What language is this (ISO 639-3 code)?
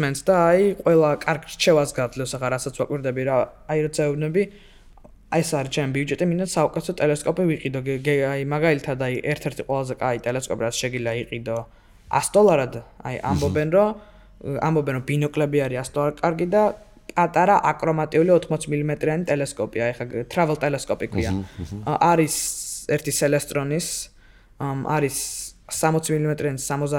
kat